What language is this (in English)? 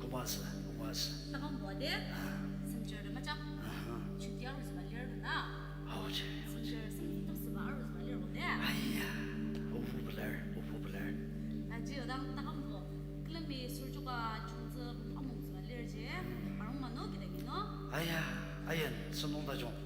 Ao Naga